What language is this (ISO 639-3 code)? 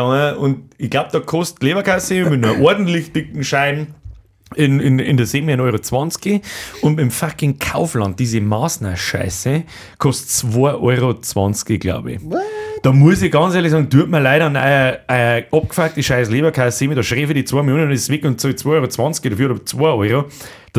bar